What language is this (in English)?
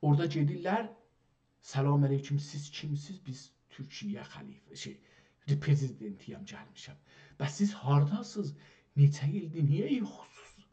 South Azerbaijani